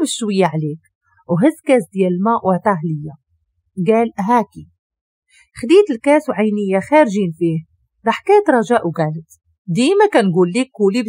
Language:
Moroccan Arabic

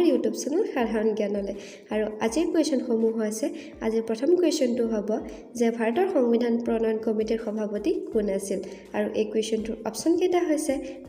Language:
Assamese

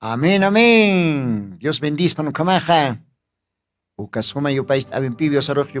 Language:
Aymara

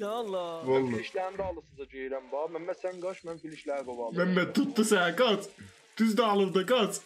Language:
South Azerbaijani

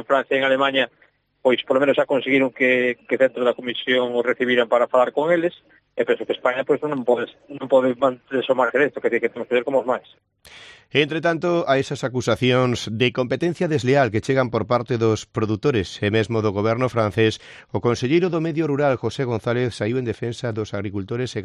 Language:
Galician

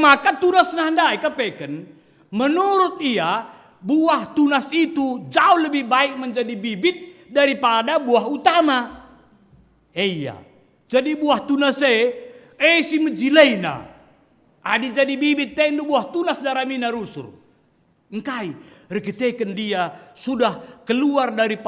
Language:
Batak Karo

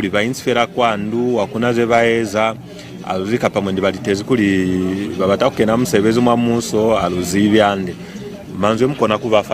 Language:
Lozi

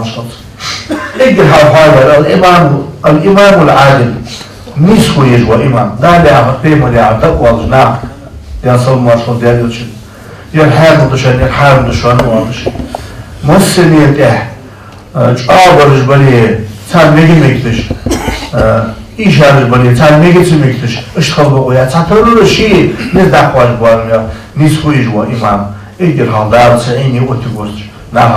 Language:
Ingush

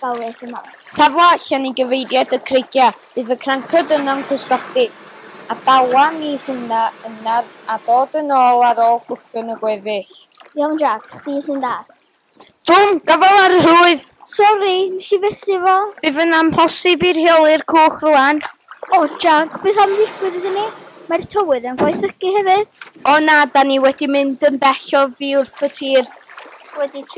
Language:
Welsh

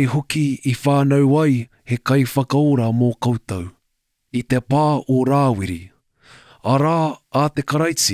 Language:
Māori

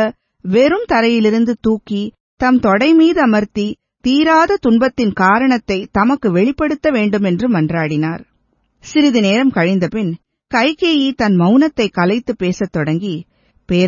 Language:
Tamil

